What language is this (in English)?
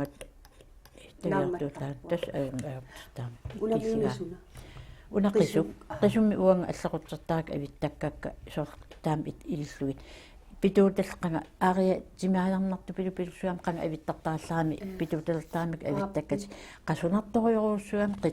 Kalaallisut